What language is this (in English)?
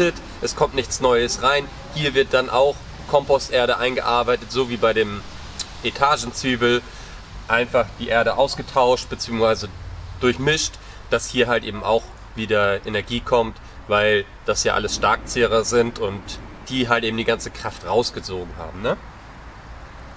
German